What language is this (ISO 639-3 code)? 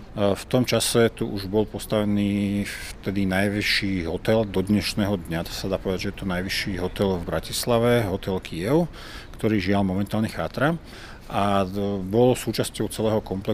slk